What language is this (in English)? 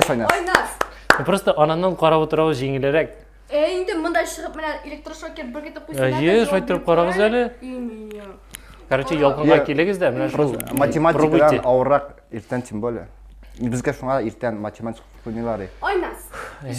Tatar